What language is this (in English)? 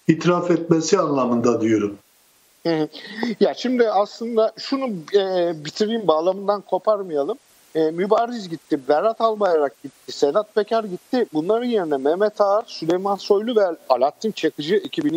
Turkish